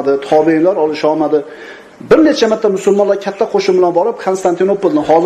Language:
Uzbek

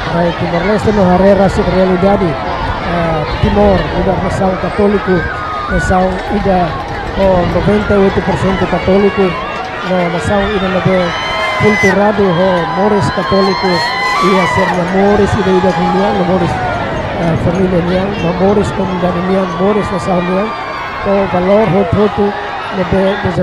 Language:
Tetum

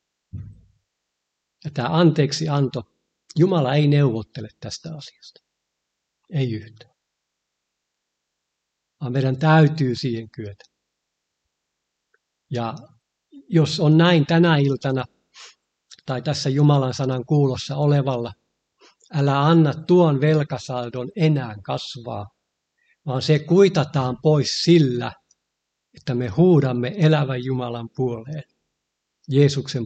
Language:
Finnish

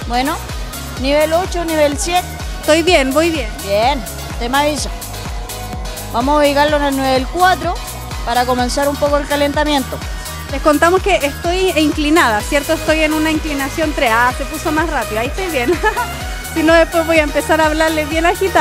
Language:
Spanish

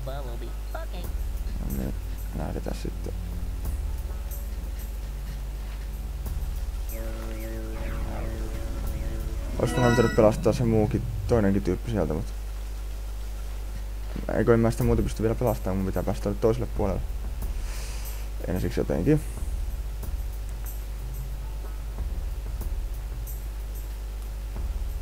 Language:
Finnish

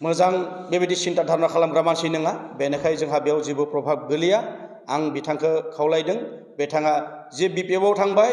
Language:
Bodo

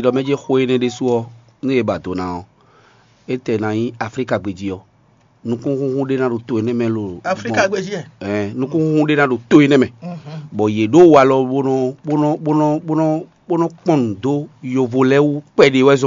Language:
Fon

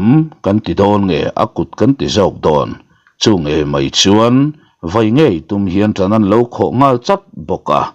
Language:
Mizo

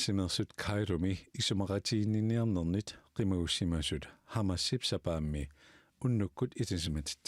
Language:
Kalaallisut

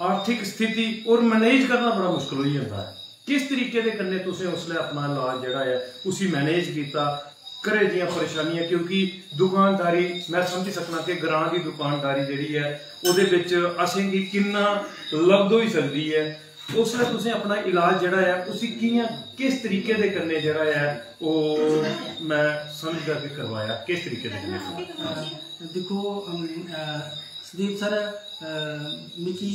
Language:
Dogri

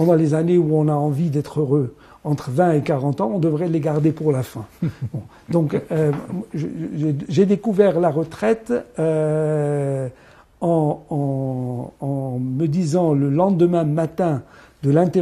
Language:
French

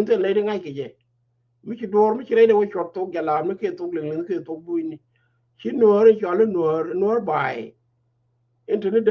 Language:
Nuer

